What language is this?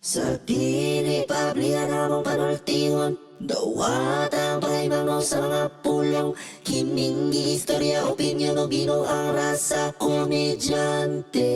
Cebuano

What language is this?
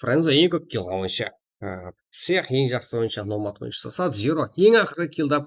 Kara-Kalpak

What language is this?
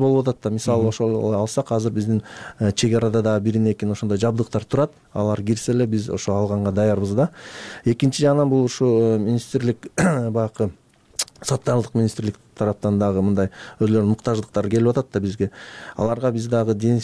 Kyrgyz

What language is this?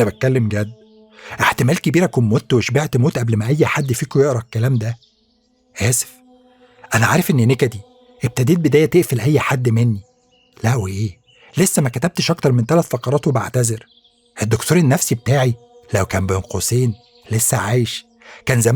Egyptian Arabic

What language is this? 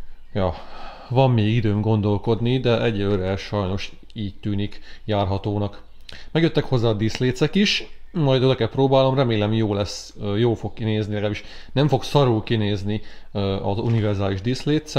Hungarian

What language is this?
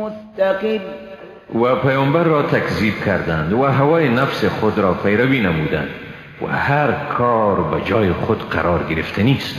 Persian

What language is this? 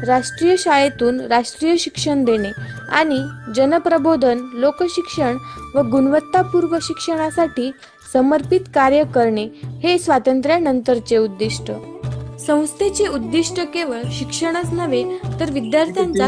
Marathi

